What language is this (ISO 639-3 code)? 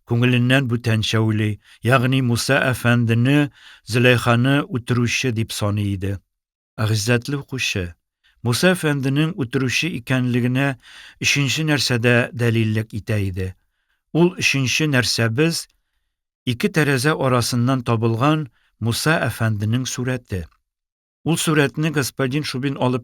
tat